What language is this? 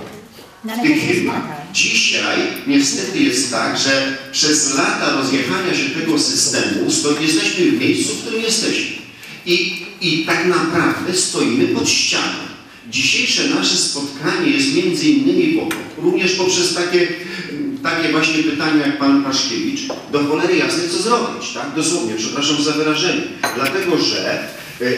Polish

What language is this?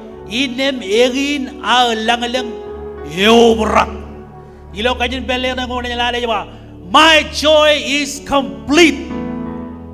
Marshallese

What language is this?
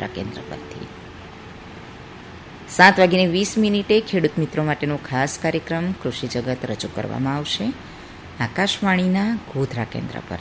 Gujarati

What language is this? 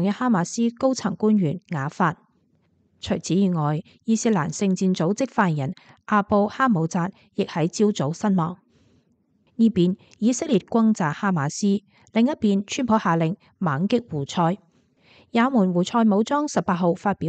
Cantonese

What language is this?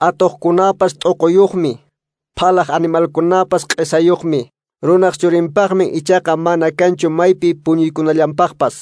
Quechua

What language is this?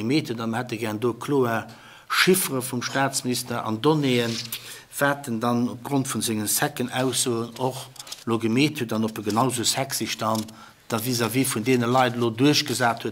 Luxembourgish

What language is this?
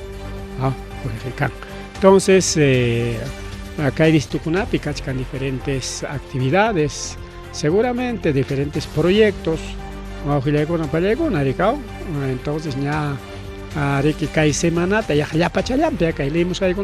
Ayacucho Quechua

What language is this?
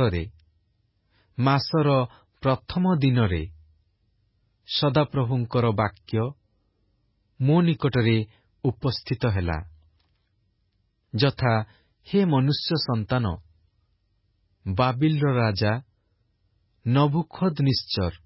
Odia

